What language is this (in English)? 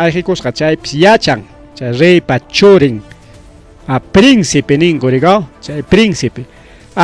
Ayacucho Quechua